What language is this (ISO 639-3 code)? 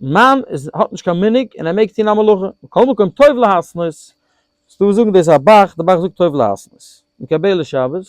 yid